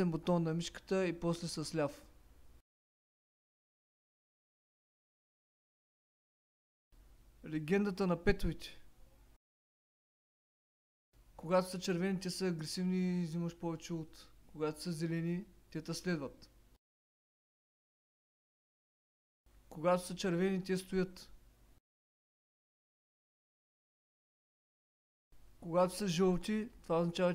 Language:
Bulgarian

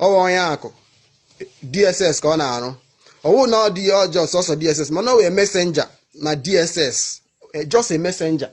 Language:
Igbo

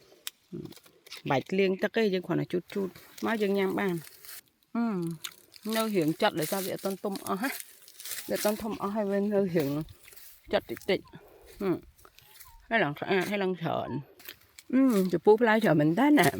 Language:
Khmer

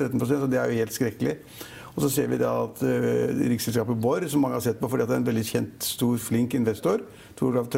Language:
Norwegian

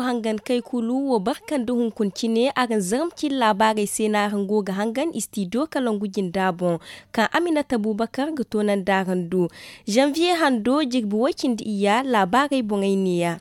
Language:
Zarma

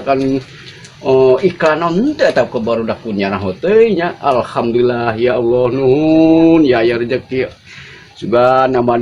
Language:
Sundanese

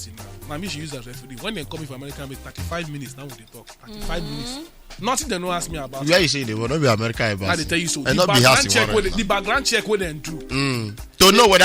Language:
Nigerian Pidgin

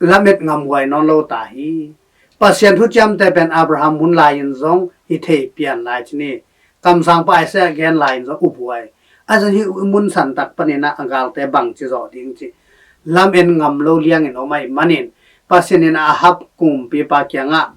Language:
Tedim Chin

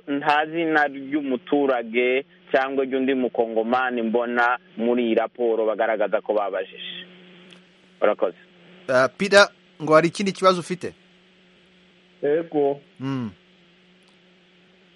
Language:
Kinyarwanda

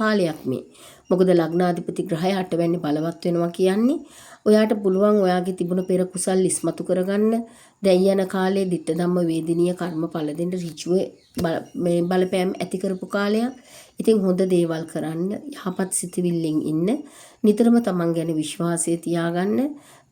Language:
Sinhala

